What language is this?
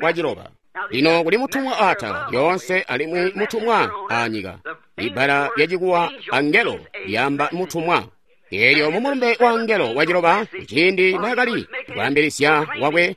Tonga (Zambia)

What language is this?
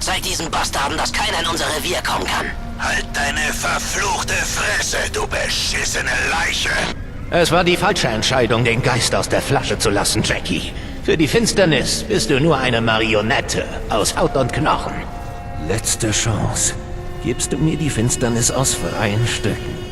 Swiss German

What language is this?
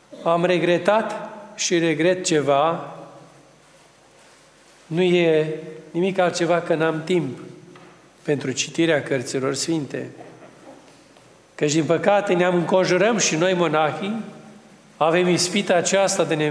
Romanian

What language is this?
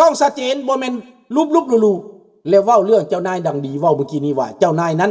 Lao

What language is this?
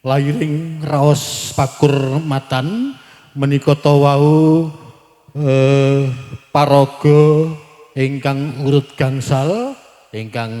Javanese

